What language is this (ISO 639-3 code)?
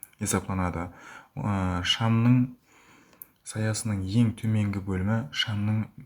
kaa